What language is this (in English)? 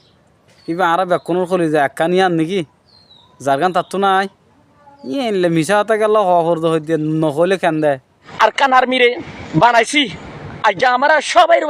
Rohingya